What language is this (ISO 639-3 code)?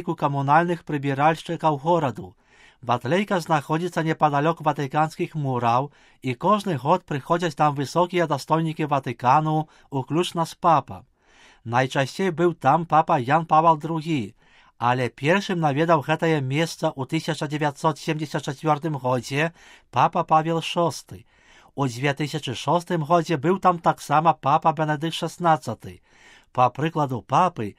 bel